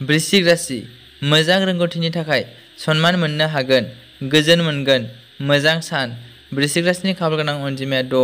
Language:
Bodo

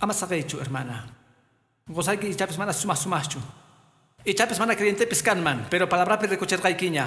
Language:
Quechua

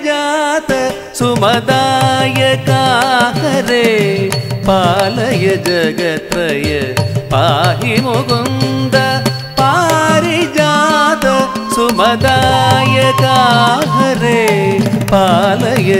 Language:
Malayalam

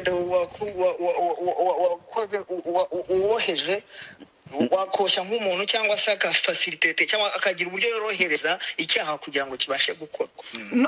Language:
Kinyarwanda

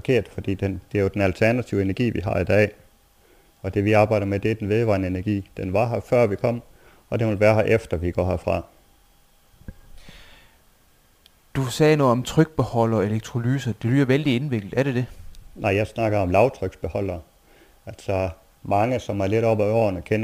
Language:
Danish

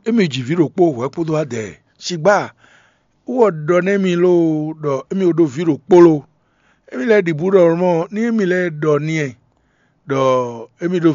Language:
Fon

